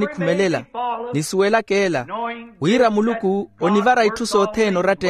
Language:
Makhuwa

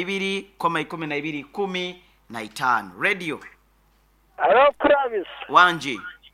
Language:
Nyoro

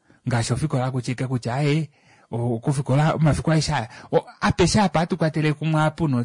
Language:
Kuanyama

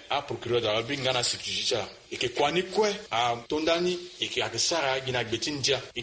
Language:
Sango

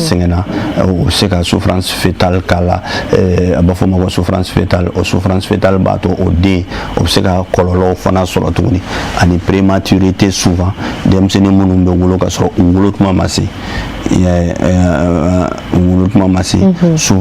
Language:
Bambara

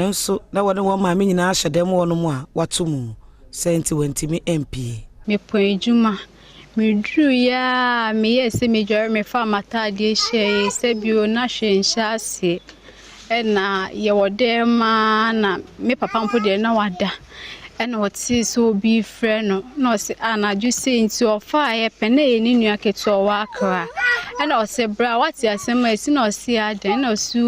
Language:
Akan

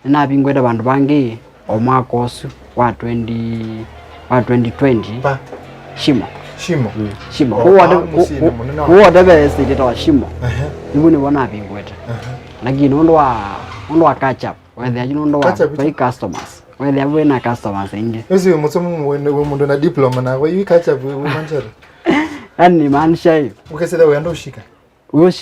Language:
Kamba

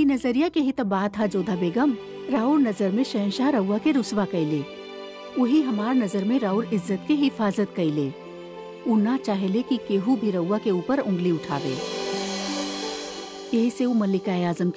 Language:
Bhojpuri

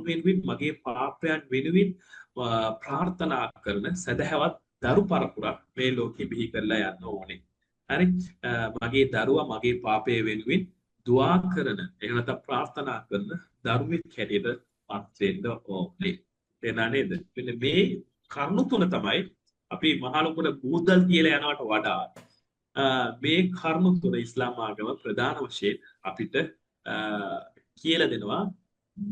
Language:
Sinhala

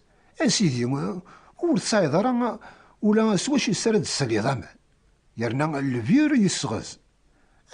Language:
Kabyle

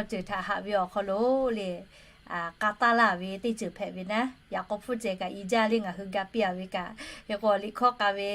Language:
Lahu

